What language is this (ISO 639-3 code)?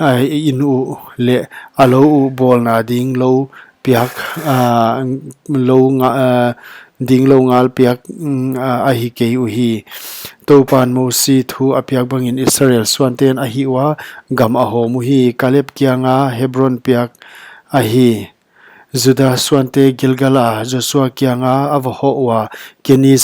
pck